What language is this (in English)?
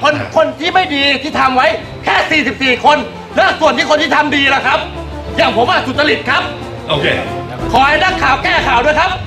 Thai